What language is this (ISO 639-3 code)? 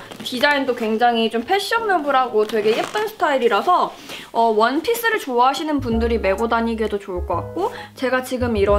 kor